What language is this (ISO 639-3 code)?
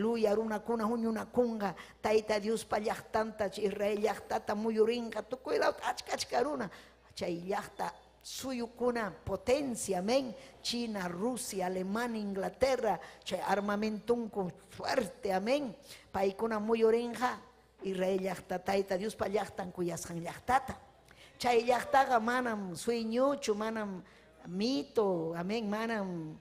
quy